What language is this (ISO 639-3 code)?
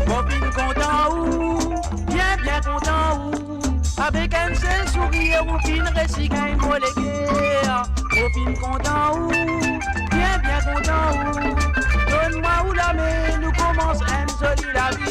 mfe